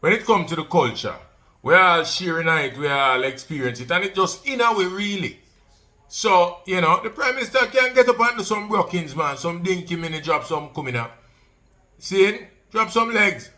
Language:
Jamaican Creole English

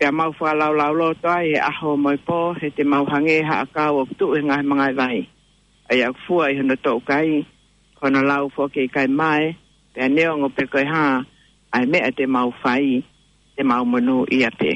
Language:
Tongan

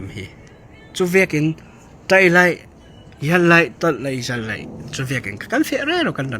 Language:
Falam Chin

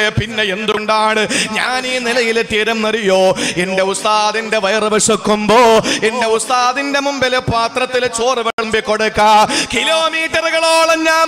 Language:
Malayalam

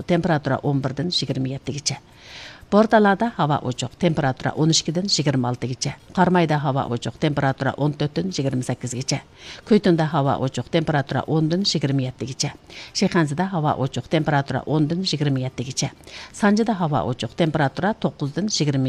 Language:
Uyghur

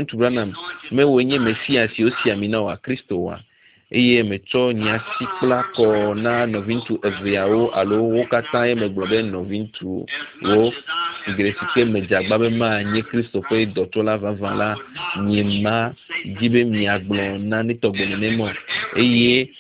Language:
Ewe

